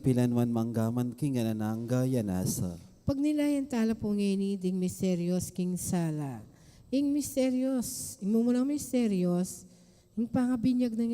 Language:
Pampanga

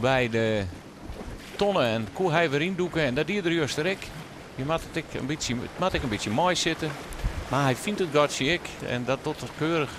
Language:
Western Frisian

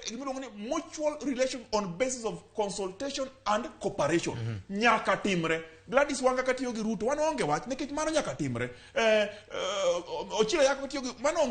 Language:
Luo (Kenya and Tanzania)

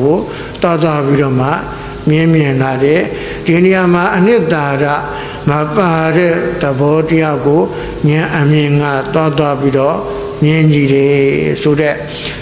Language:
Burmese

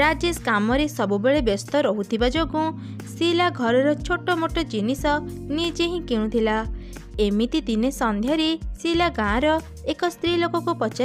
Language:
Odia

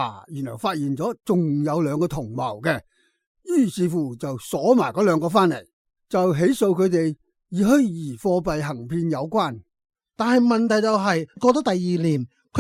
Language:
Cantonese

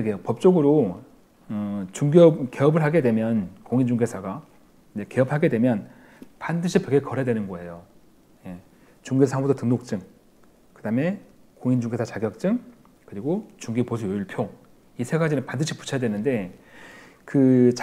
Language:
Korean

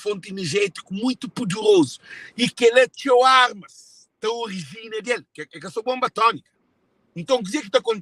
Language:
Kabuverdianu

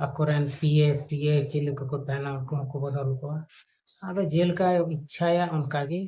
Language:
Santali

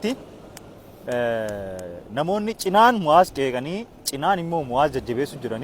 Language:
Oromo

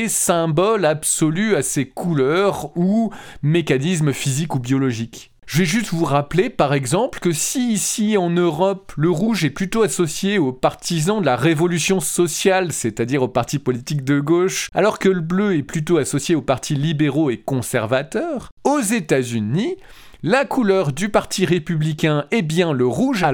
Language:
French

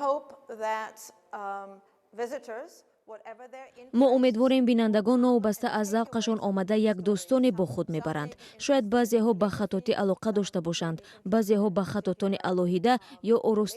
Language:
Tajik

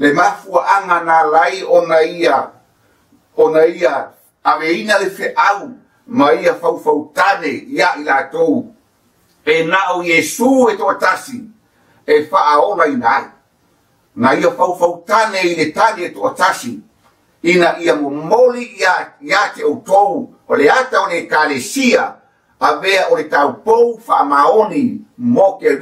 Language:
Samoan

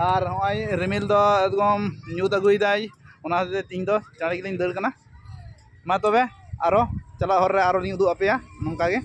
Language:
Santali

